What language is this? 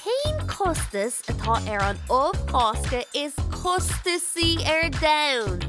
Irish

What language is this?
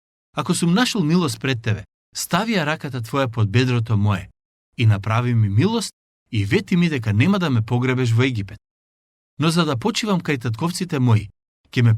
Macedonian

